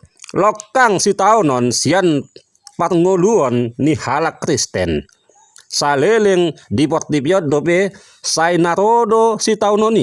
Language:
Batak Toba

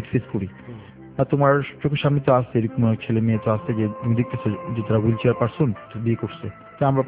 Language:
Bangla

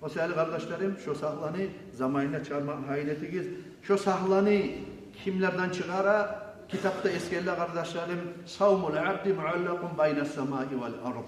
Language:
Kumyk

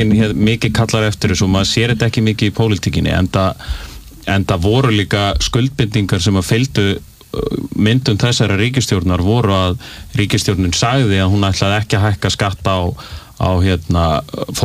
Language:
Icelandic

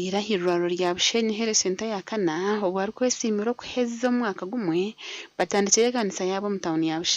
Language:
Nyankole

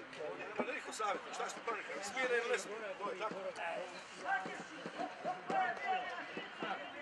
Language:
Croatian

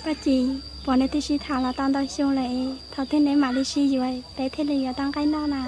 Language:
Hmong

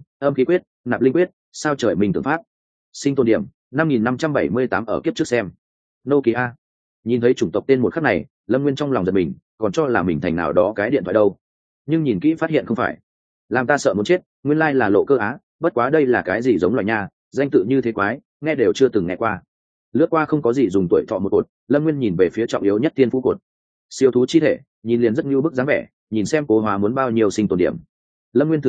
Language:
Vietnamese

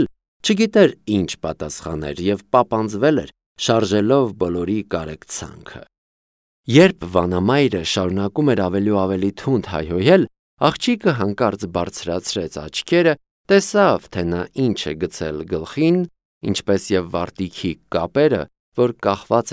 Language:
Armenian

